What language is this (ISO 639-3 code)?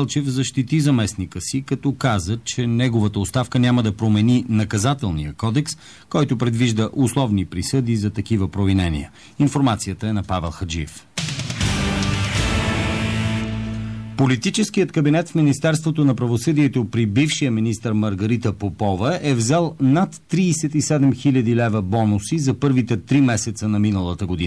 bul